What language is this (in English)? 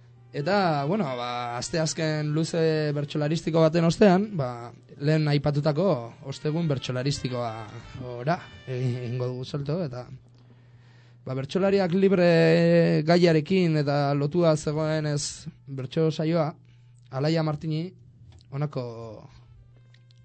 Basque